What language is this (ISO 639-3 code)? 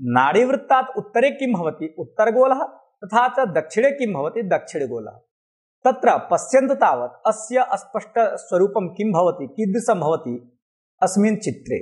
san